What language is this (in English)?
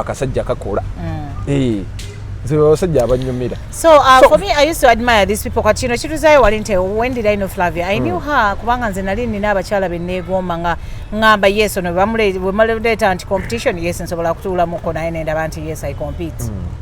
Ganda